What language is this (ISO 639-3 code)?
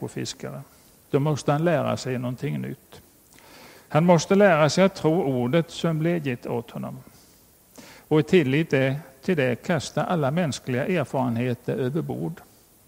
swe